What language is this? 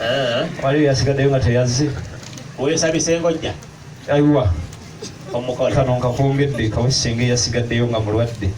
Ganda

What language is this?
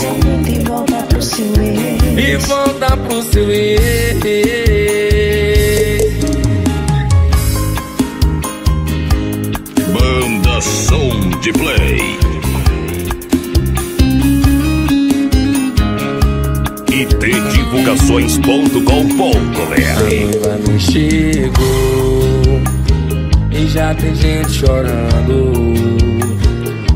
Portuguese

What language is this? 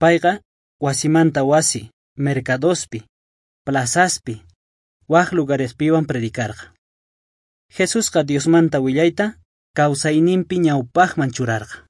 South Bolivian Quechua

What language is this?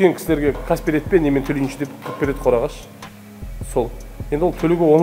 Kazakh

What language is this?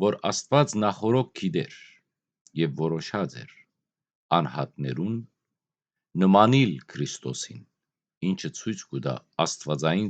Western Armenian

